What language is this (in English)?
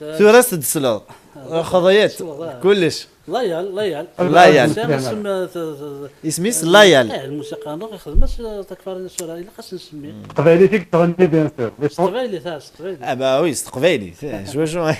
Kabyle